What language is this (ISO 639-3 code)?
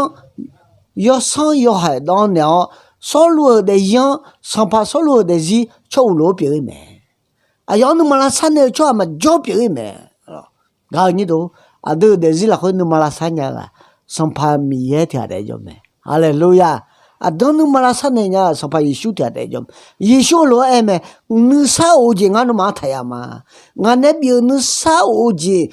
ahk